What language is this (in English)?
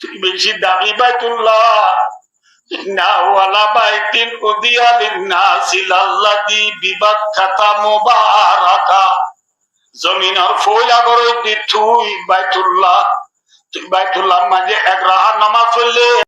Rohingya